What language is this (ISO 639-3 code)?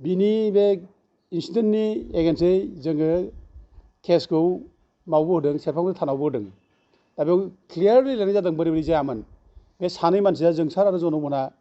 brx